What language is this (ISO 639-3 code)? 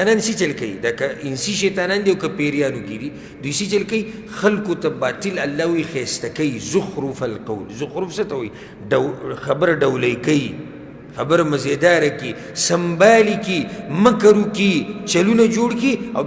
pus